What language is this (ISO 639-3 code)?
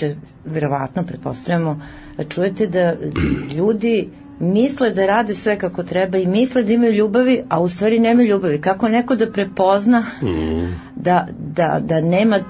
srp